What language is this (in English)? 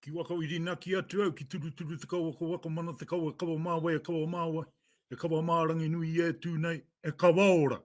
Māori